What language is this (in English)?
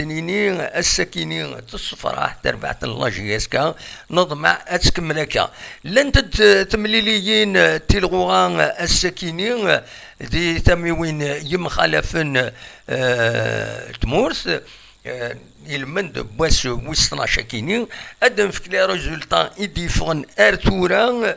Kabyle